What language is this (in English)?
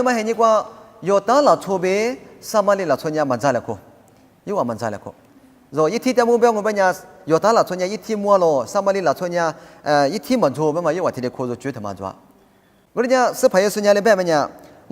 Lisu